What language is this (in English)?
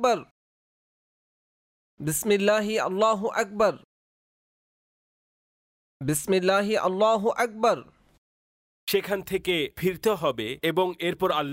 Bangla